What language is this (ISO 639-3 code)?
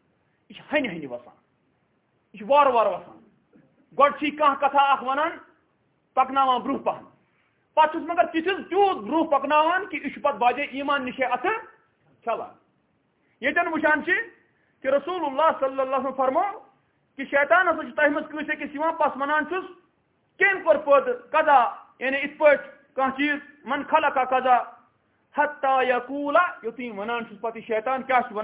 kas